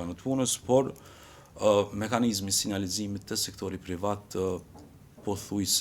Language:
Albanian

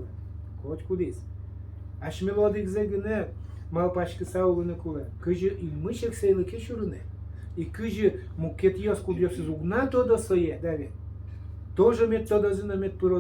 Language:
Udmurt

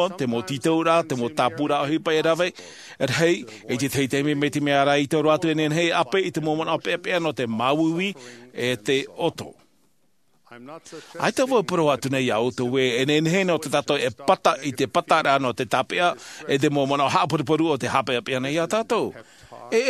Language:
Tahitian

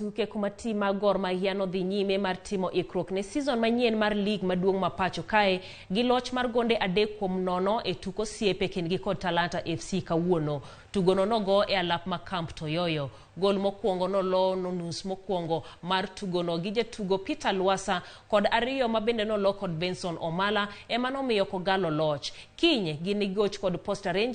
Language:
Luo (Kenya and Tanzania)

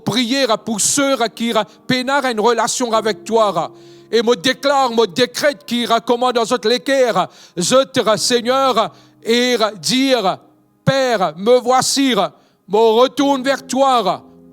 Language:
Morisyen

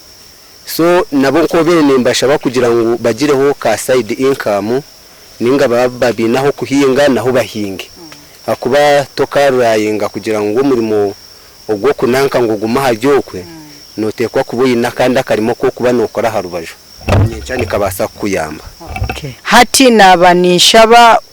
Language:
Nyankole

